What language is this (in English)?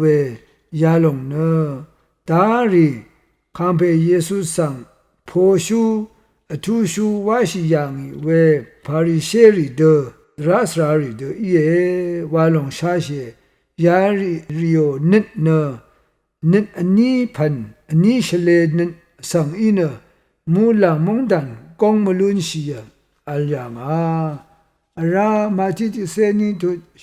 Rawang